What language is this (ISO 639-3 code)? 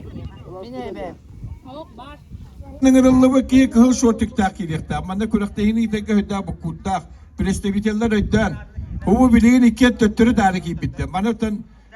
sah